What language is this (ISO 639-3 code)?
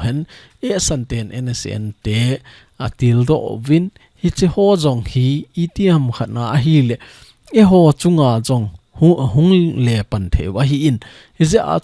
tcz